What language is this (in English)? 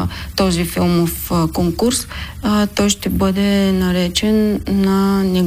Bulgarian